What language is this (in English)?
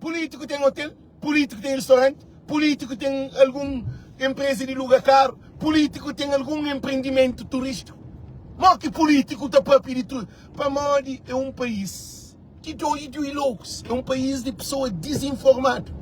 Kabuverdianu